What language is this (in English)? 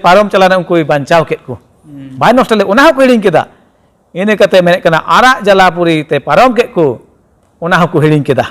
Santali